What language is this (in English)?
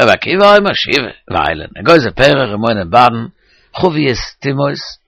Yiddish